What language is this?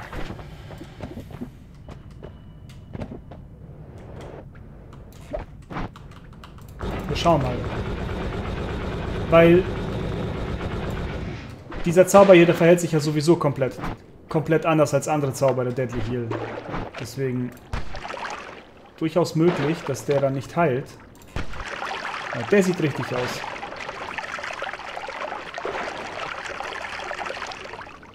German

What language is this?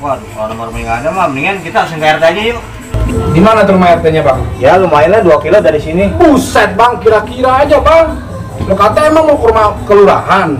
Betawi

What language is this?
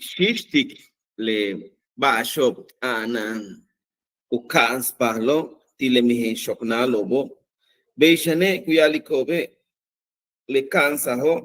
Yucateco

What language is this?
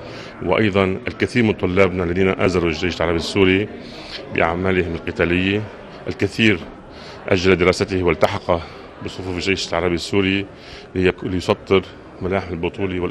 Arabic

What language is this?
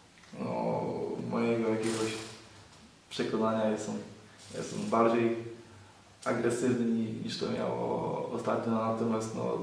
Polish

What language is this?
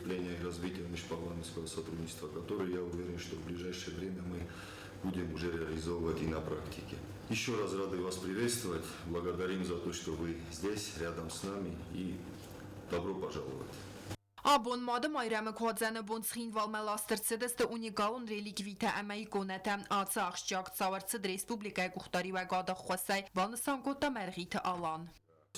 Ossetic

